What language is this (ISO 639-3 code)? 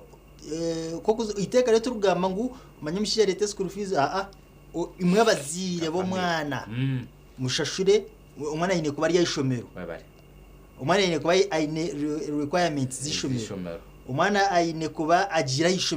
nyn